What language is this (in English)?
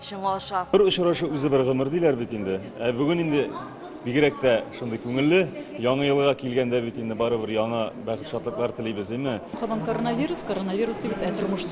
Tatar